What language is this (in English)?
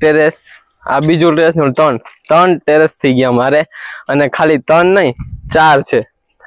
Gujarati